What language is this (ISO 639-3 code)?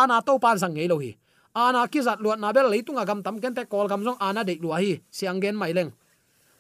ctd